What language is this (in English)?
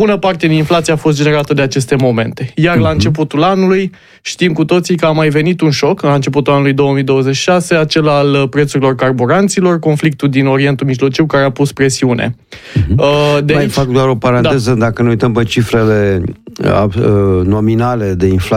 Romanian